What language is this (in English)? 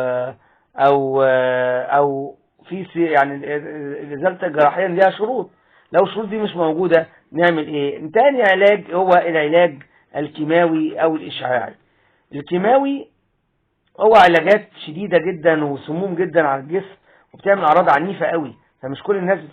Egyptian Arabic